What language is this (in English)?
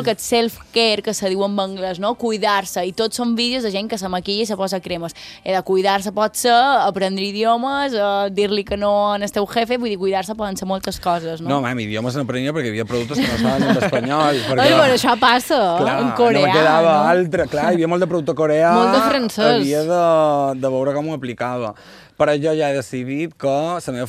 Catalan